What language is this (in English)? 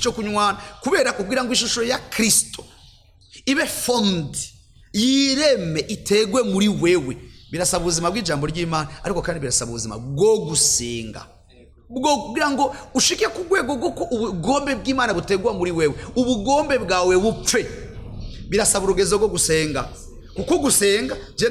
Rundi